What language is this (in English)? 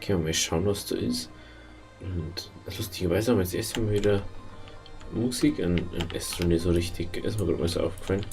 Bavarian